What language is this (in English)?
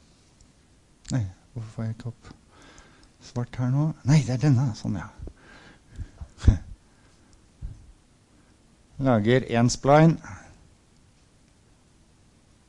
Norwegian